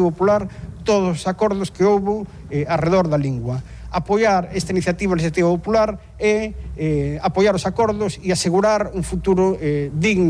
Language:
Galician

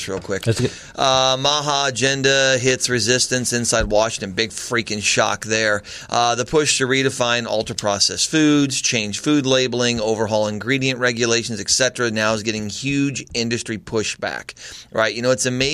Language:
English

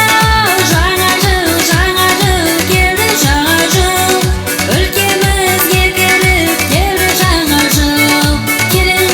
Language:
Kara-Kalpak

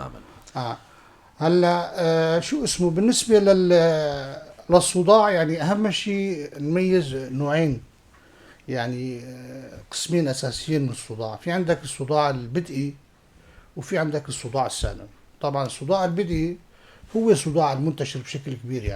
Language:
North Levantine Arabic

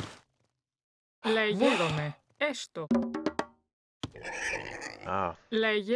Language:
Greek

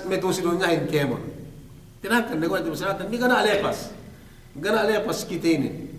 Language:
Yakan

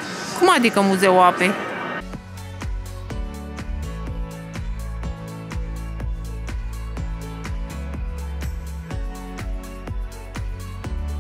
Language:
Romanian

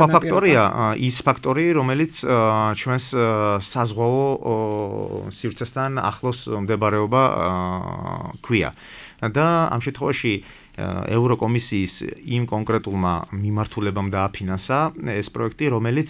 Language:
Georgian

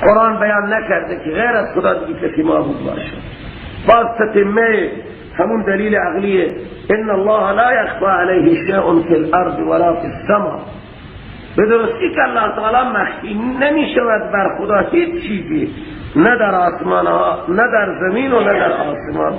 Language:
Persian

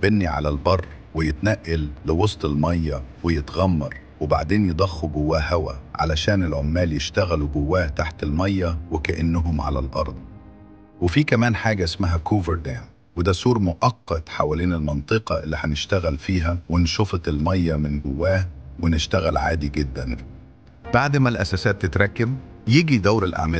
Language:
Egyptian Arabic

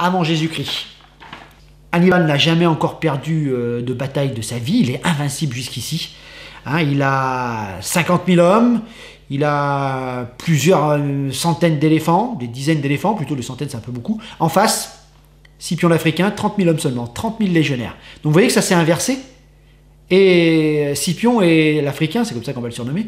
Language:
French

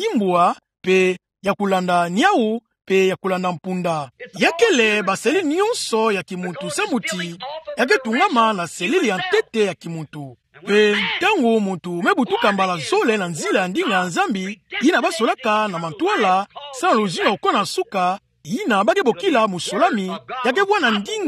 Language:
Kituba (Democratic Republic of Congo)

